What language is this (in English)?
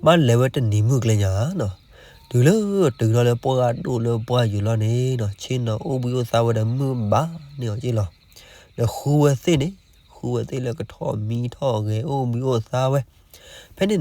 S'gaw Karen